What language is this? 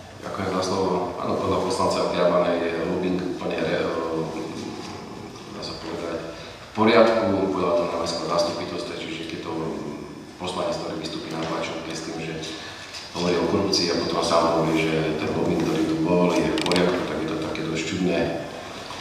Slovak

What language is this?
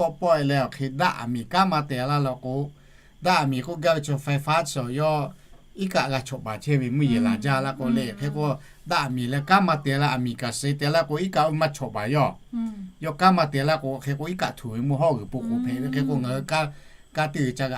Lahu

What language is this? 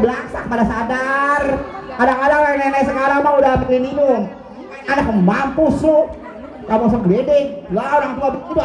Betawi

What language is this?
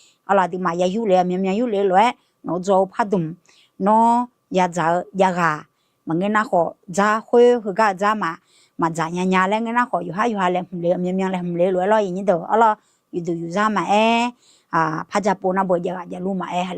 Akha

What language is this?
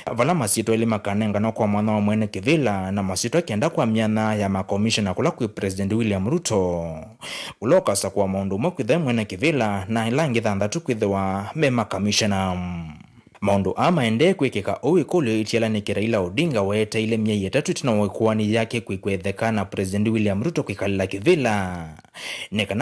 Kamba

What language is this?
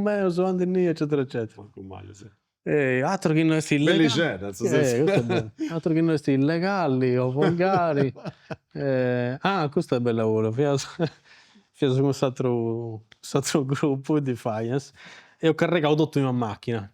Sardinian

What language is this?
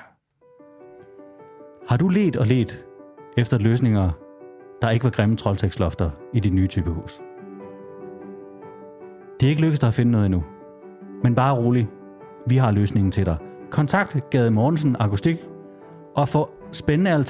Danish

